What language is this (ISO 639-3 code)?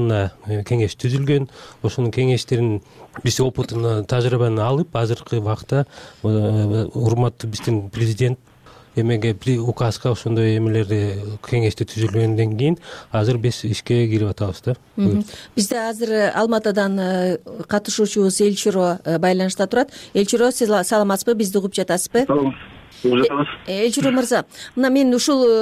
kir